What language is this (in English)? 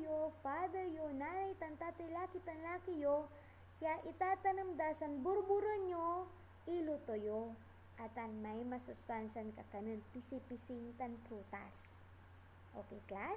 Pangasinan